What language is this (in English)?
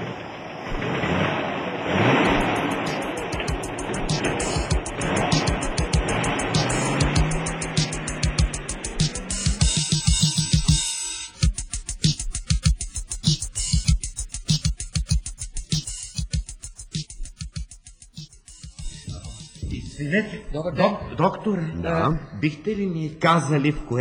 Bulgarian